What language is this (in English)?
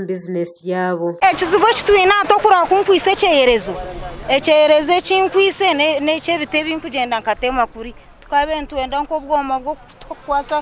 Nyankole